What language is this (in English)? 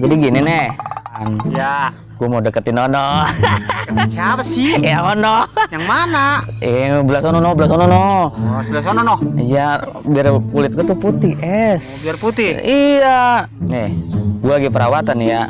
Betawi